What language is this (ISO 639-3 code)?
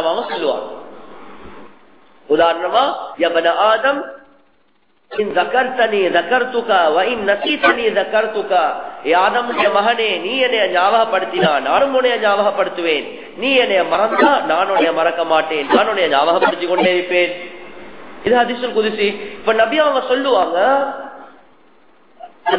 tam